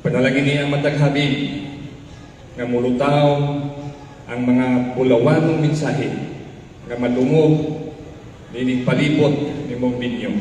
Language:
Cebuano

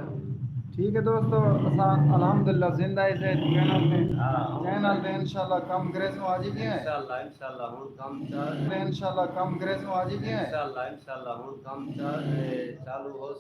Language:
Saraiki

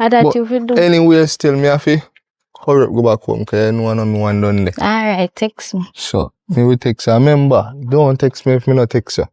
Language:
Jamaican Creole English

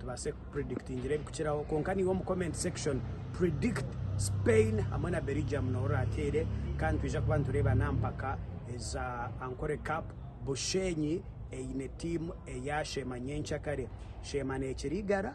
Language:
Nyankole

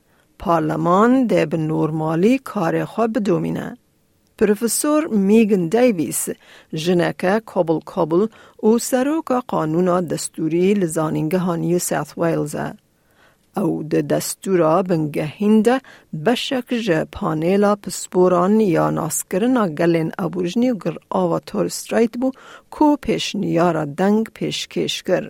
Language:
Kurdish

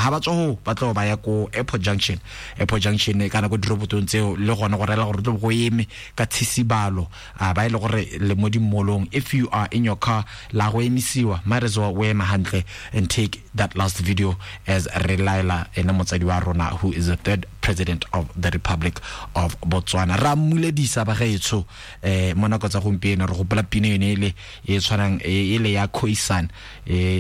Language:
Tswana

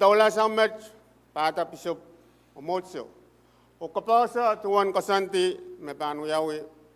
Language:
Pohnpeian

